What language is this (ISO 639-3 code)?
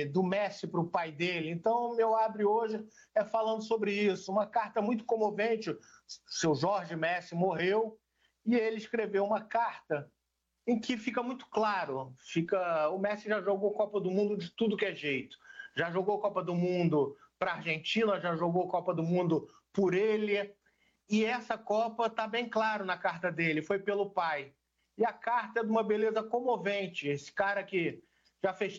por